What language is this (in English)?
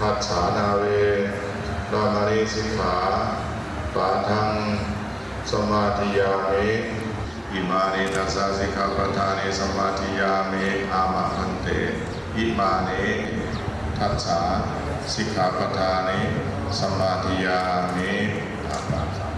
Pali